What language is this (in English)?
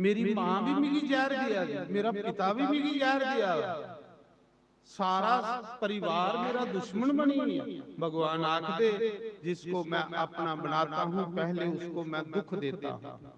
Dogri